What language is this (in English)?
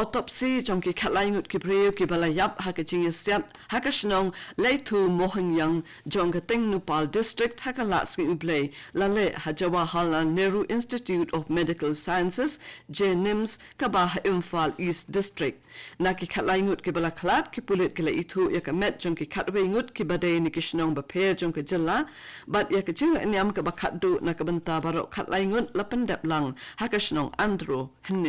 Khasi